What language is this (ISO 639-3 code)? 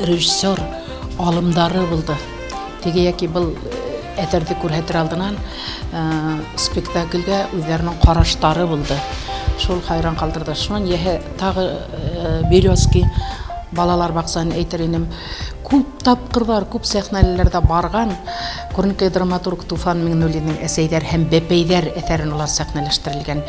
bak